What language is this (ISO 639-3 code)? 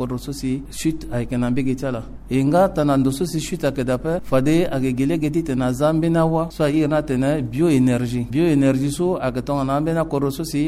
sag